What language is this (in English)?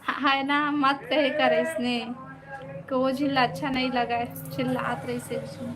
Chhattisgarhi